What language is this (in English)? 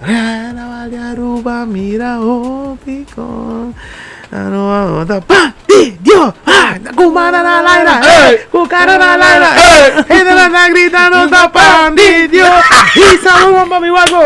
Papiamento